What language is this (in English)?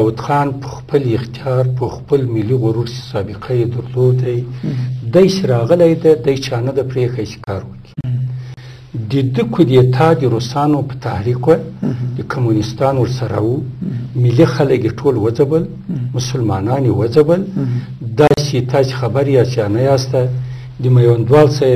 Pashto